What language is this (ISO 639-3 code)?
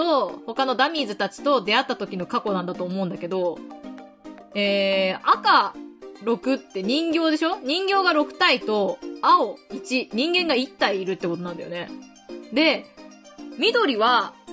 jpn